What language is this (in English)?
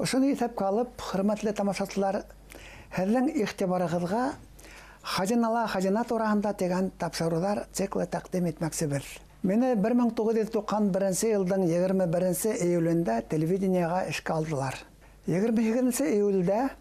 Bashkir